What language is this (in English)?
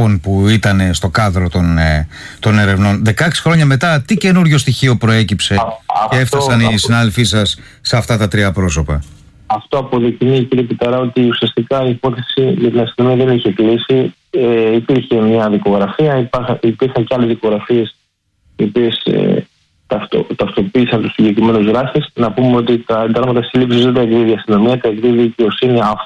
Greek